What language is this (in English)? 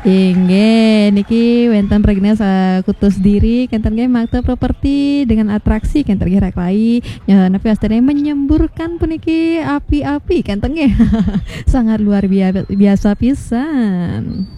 Balinese